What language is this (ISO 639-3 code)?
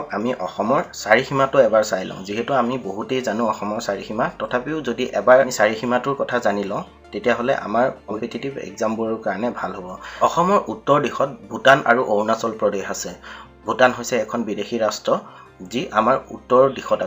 asm